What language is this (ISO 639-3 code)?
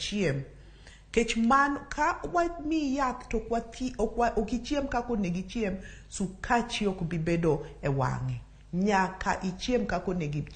luo